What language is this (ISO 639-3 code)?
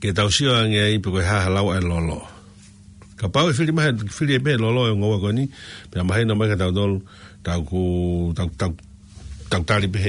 ton